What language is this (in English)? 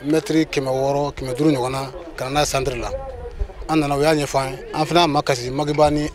Bambara